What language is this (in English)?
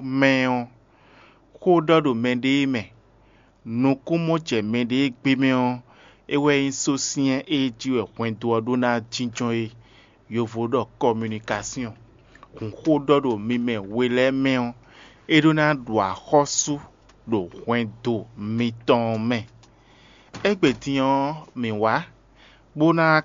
Fon